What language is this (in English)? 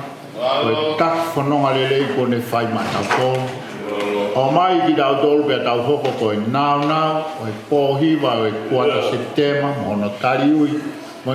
Tongan